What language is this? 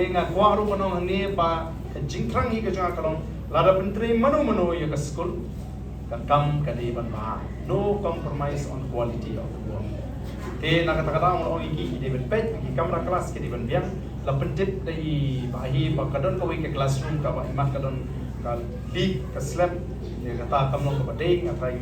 Khasi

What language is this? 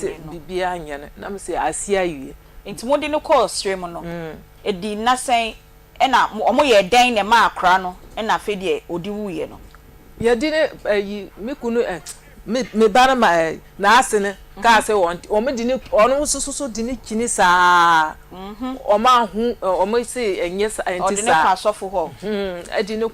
Akan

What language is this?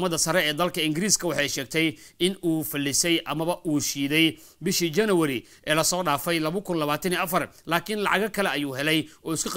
Somali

